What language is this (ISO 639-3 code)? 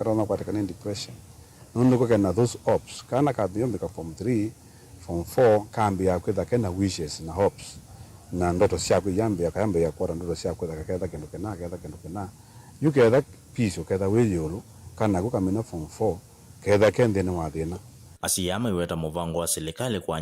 kam